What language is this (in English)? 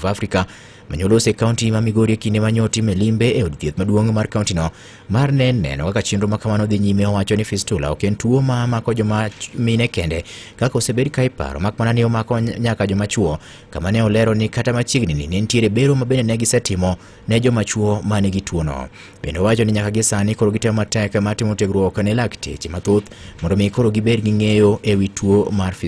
Luo (Kenya and Tanzania)